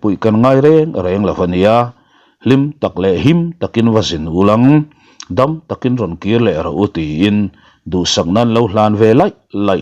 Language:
Mizo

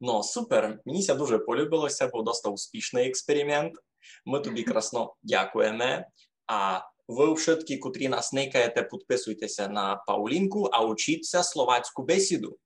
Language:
Rusyn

